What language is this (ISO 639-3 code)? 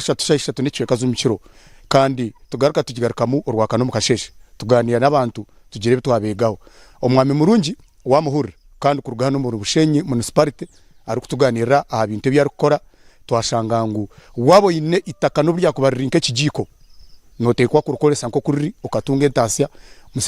nyn